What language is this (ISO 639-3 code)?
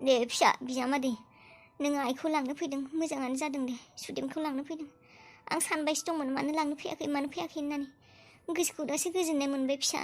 brx